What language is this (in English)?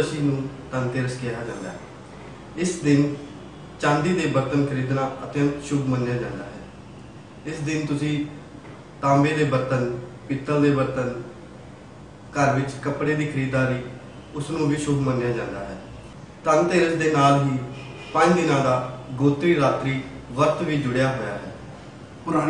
Punjabi